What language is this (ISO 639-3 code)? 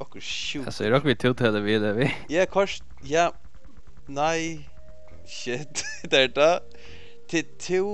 fao